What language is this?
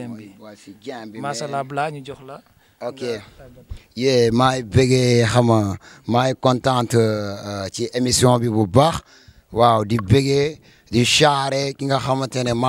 Wolof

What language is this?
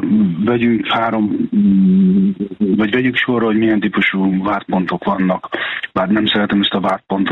Hungarian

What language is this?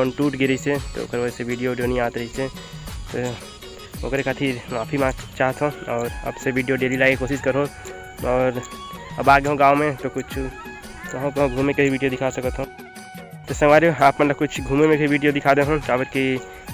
Chhattisgarhi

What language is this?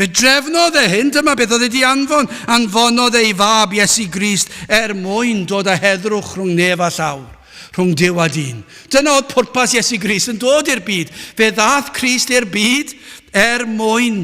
Welsh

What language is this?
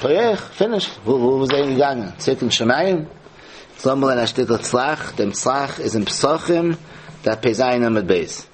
Yiddish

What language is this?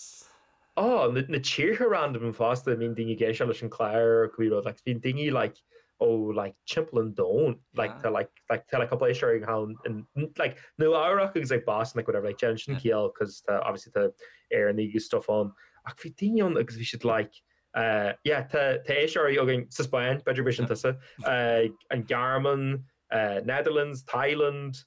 Irish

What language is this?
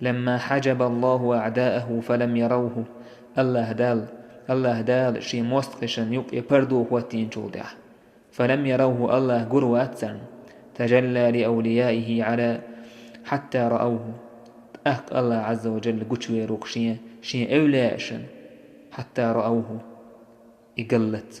Chechen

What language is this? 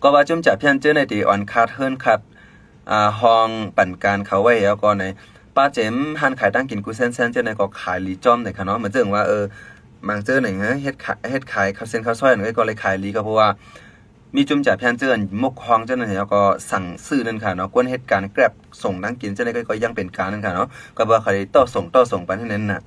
Shan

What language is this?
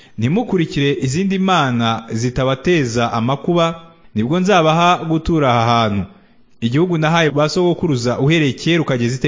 Kinyarwanda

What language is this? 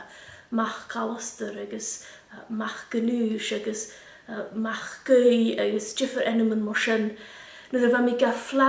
Scottish Gaelic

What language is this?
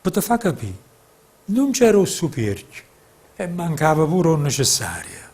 Neapolitan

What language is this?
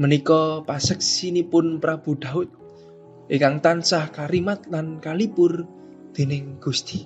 Javanese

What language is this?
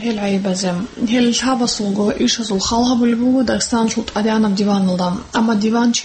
Avaric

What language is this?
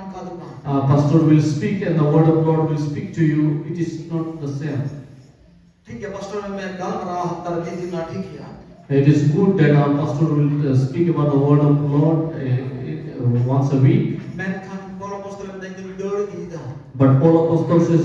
Santali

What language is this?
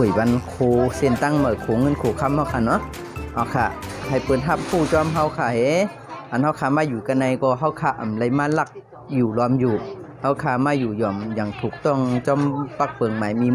Shan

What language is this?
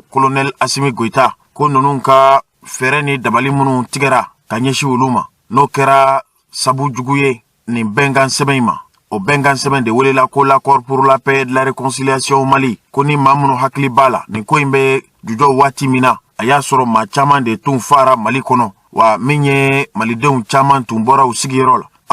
Bambara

